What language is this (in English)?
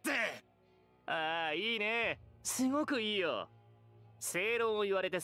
Japanese